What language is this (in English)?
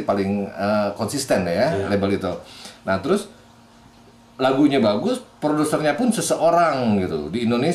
Indonesian